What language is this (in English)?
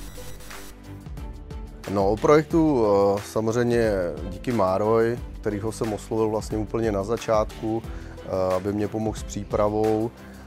Czech